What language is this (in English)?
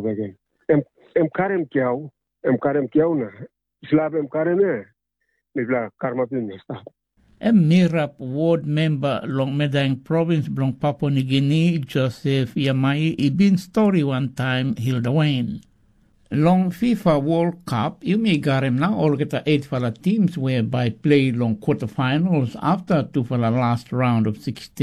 Tok Pisin